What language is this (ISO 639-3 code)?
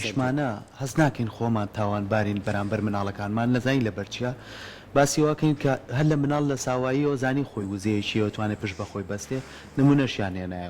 ckb